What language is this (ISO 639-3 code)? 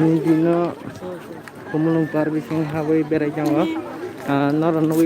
trp